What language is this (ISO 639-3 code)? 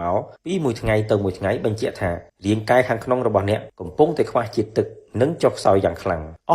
khm